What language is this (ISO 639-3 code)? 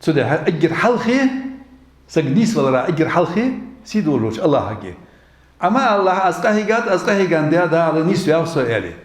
inh